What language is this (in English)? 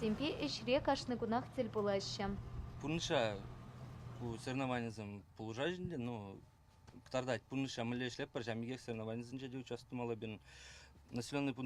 Chuvash